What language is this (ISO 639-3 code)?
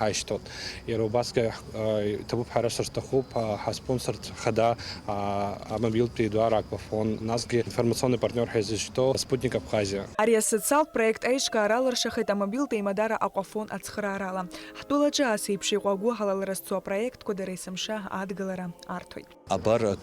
abk